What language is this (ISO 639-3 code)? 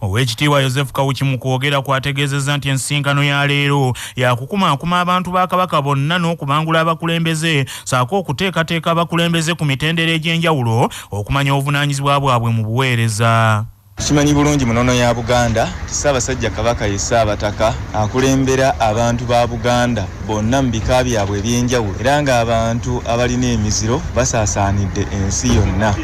lug